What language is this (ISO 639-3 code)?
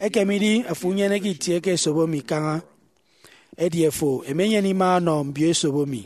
efi